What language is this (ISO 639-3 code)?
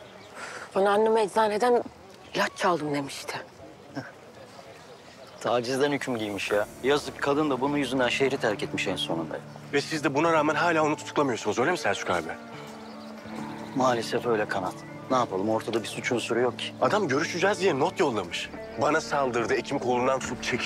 tur